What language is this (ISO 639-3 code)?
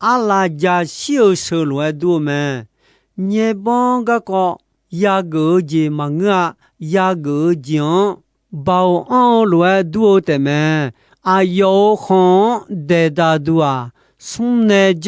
ahk